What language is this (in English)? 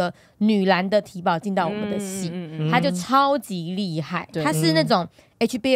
Chinese